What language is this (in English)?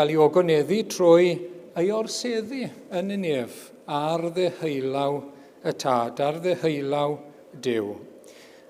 Welsh